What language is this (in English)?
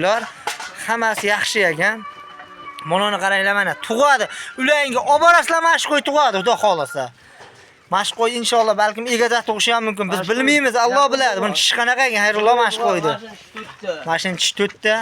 Uzbek